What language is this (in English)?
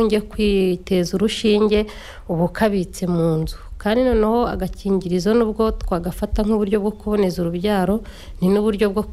Kinyarwanda